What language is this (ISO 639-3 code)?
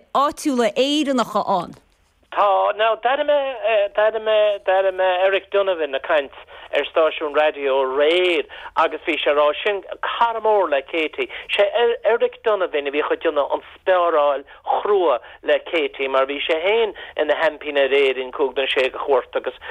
gle